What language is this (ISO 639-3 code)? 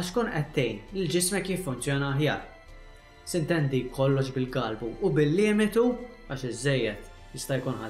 mlt